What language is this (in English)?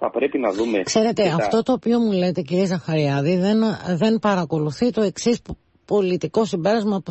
Greek